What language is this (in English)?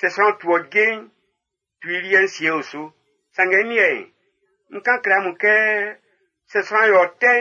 Baoulé